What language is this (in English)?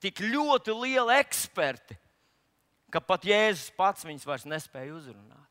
Latvian